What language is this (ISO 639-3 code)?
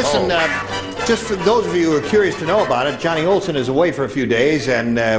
eng